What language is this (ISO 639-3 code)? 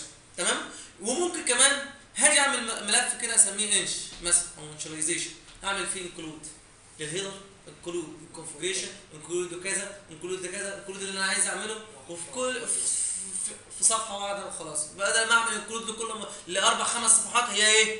arz